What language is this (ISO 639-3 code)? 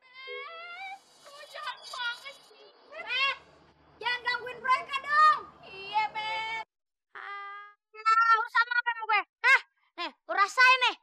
bew